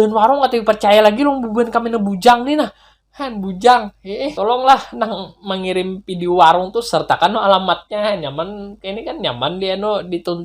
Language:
Banjar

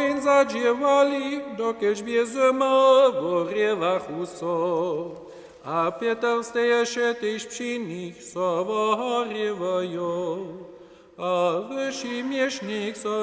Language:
Upper Sorbian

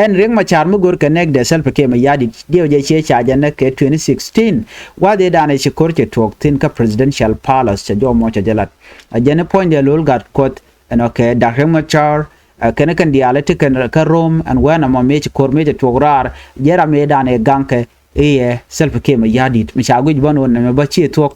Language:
Nuer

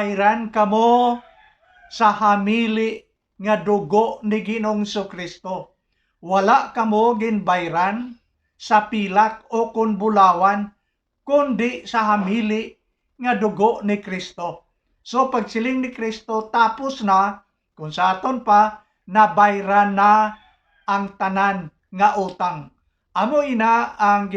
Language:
Hiligaynon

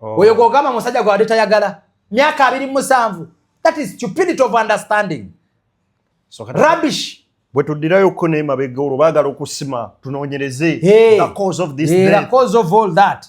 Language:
Ganda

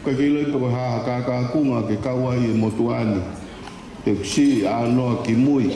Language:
Tongan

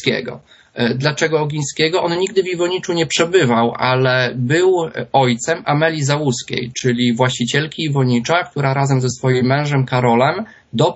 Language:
Polish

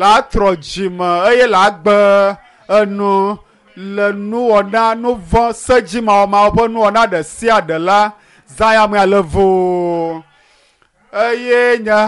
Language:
Ewe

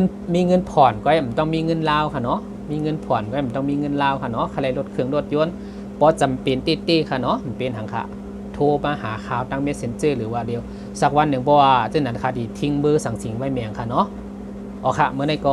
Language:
Shan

